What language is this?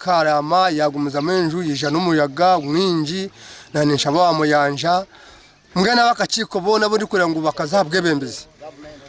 Nyankole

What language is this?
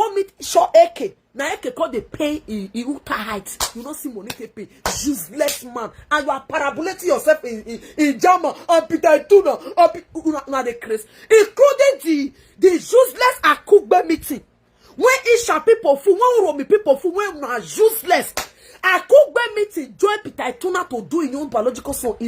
Nigerian Pidgin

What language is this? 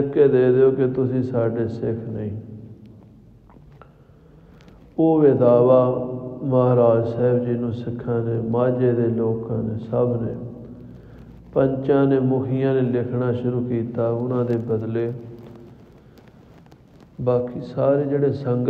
Punjabi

